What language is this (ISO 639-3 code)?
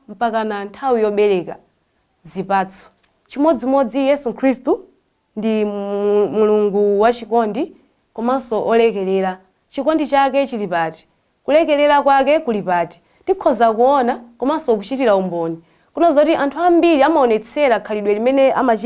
nya